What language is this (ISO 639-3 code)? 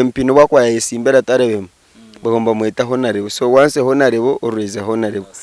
nyn